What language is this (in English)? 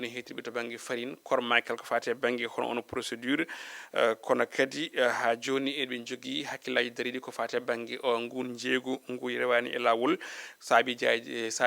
Fula